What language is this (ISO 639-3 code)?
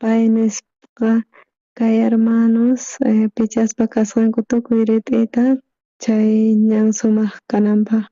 quh